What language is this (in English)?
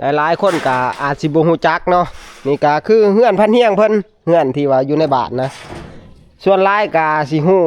Northeastern Thai